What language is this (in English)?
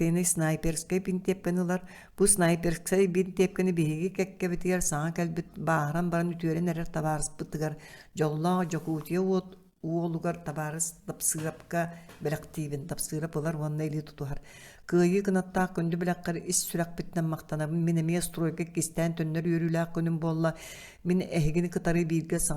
Yakut